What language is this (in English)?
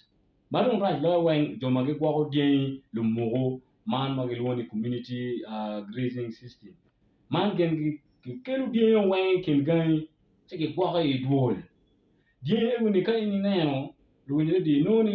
Acoli